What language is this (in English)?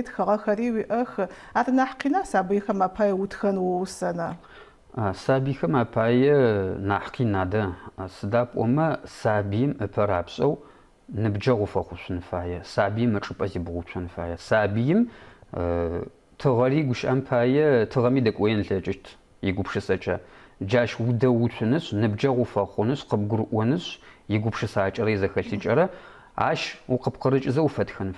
Adyghe